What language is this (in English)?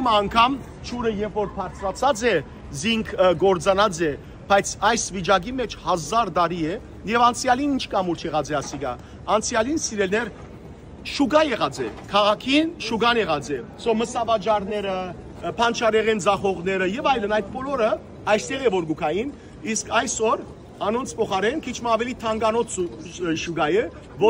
Western Armenian